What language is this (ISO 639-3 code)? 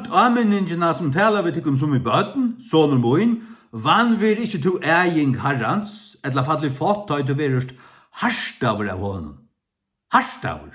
fao